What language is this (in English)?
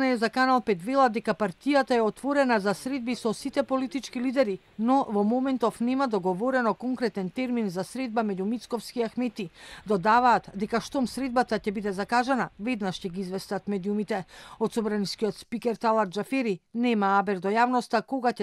Macedonian